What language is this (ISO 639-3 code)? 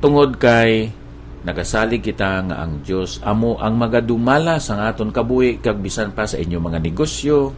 hil